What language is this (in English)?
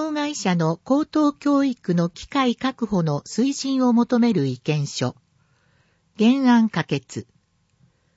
Japanese